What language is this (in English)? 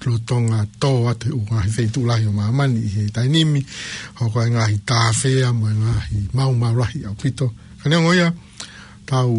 Tongan